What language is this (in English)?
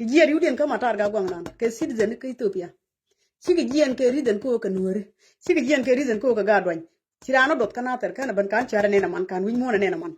Nuer